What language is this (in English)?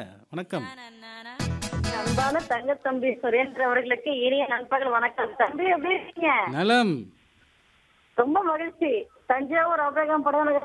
Tamil